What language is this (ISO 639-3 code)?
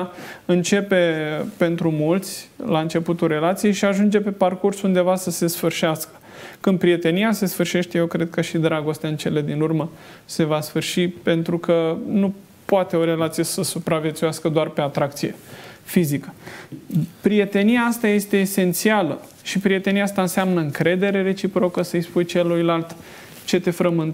ron